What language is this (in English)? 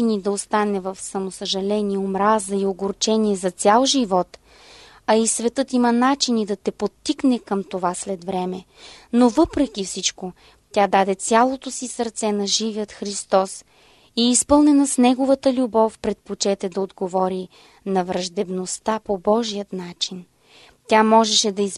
Bulgarian